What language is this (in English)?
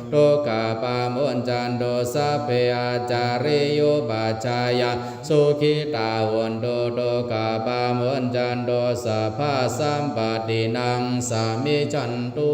Pali